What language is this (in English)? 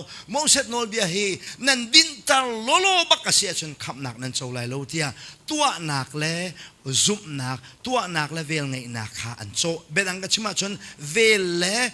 Hakha Chin